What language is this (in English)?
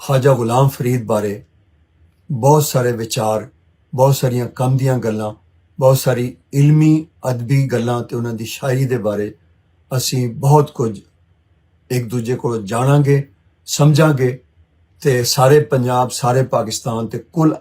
Western Panjabi